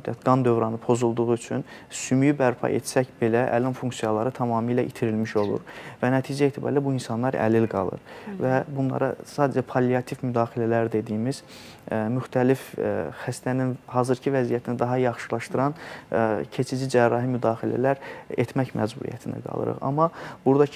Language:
Azerbaijani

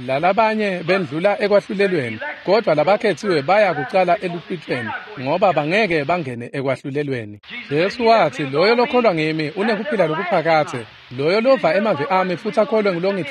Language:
Swati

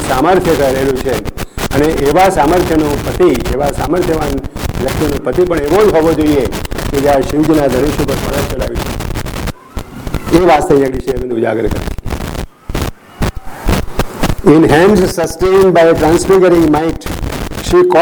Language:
Gujarati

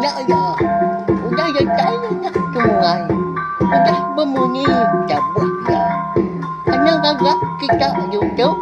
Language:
Iban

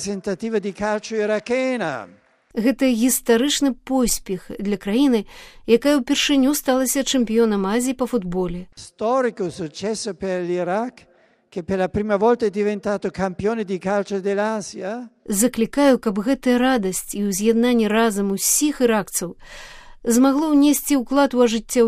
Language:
Belarusian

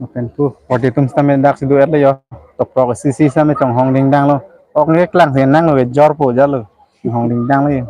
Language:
Karbi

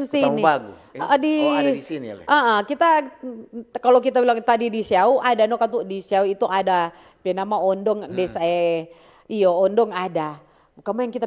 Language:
Manado Malay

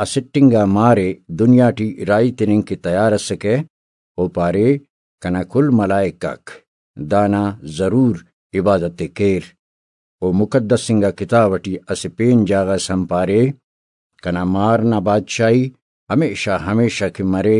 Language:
Brahui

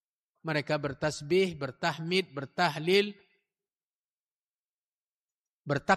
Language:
Indonesian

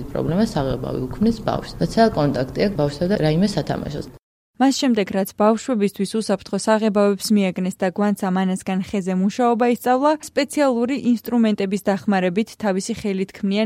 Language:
Georgian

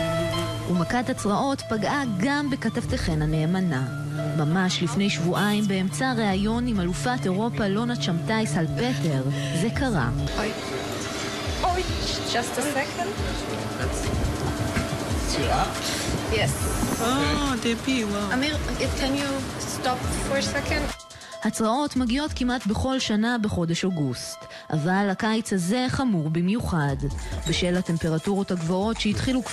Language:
Hebrew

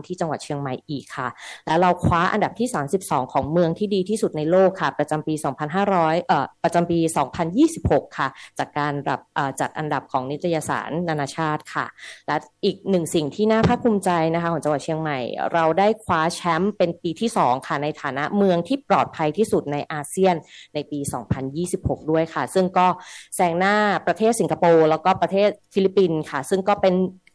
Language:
Thai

